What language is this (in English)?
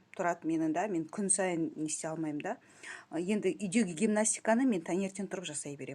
Kazakh